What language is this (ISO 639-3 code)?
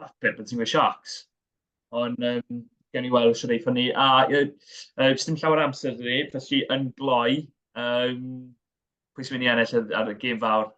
cym